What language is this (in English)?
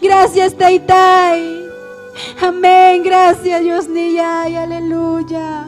Ayacucho Quechua